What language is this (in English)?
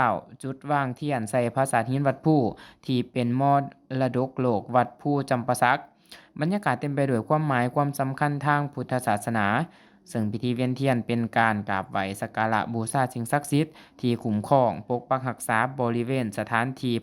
Lao